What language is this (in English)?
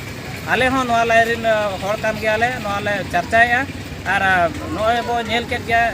Santali